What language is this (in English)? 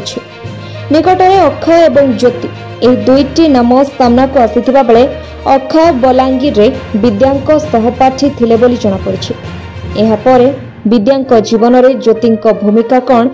Odia